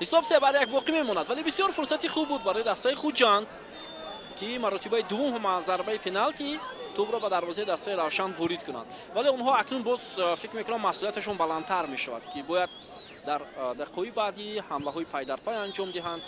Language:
Tajik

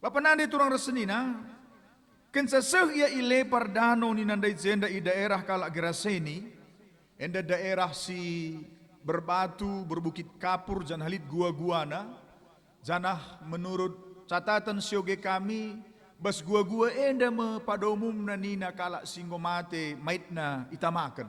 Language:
Batak Karo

